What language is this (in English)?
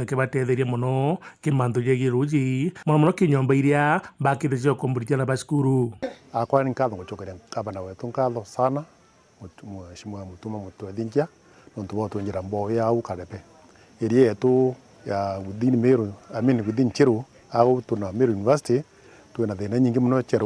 Meru